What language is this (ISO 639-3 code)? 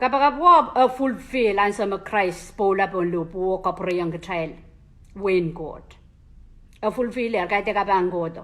pon